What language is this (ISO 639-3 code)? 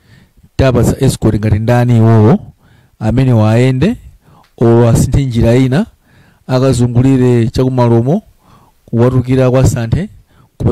nya